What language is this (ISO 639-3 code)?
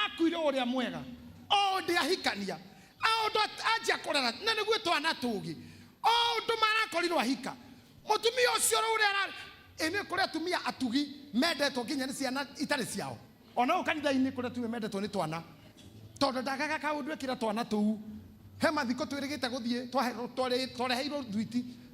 kik